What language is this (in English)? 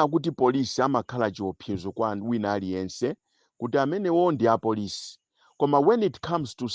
Nyanja